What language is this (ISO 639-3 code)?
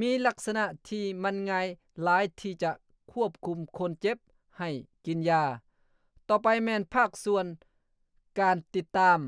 lao